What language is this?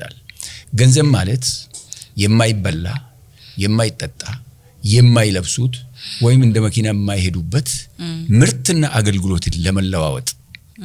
Amharic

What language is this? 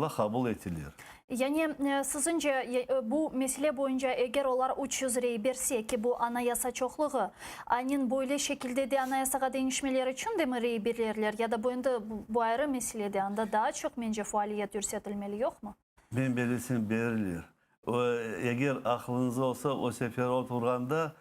Crimean Tatar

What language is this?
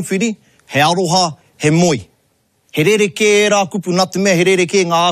Māori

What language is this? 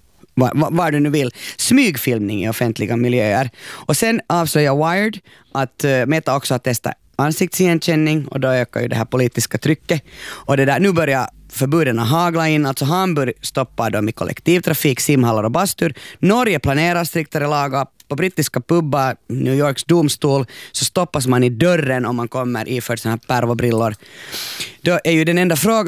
Swedish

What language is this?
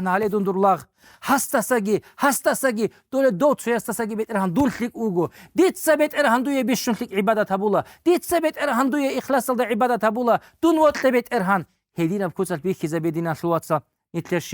Avaric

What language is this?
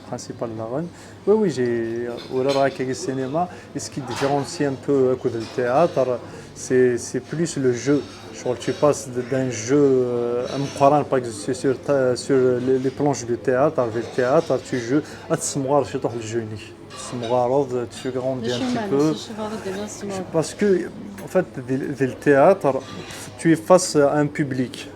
Kabyle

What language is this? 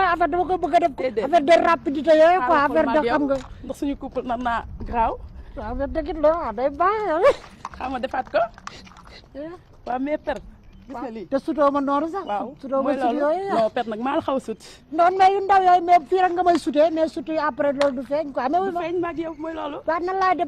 Wolof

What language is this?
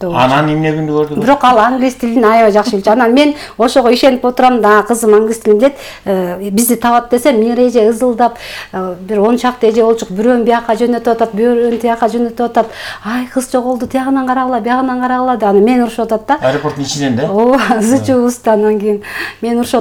Kyrgyz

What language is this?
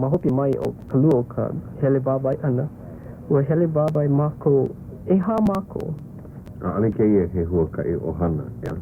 Hawaiian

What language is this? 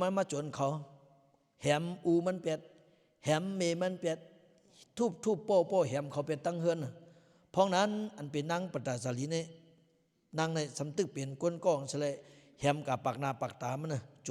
Lao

